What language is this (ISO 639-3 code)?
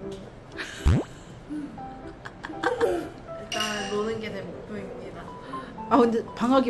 kor